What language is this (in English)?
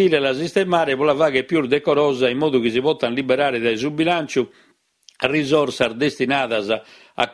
Sardinian